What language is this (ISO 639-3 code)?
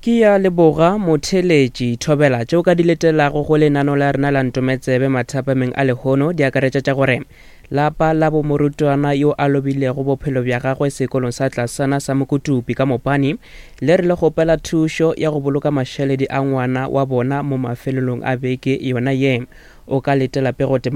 nso